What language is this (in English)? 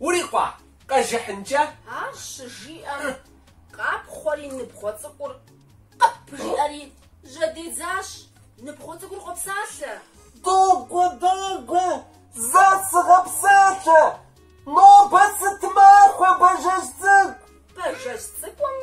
Kabardian